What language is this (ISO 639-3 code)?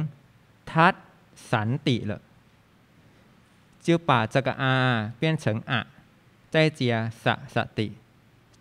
zho